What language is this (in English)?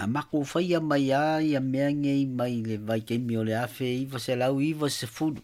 Samoan